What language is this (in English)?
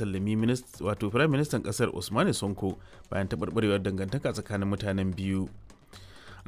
Hausa